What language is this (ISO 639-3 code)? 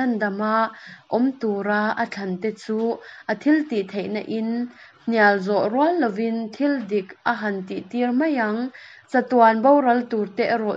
lus